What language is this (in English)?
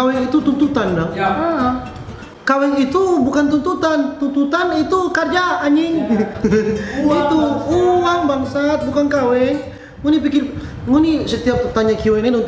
Manado Malay